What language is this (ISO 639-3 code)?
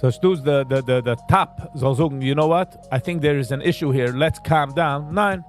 yid